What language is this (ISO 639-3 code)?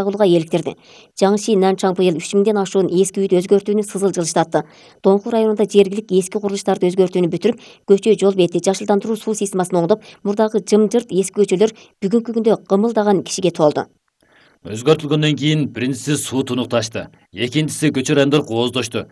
kir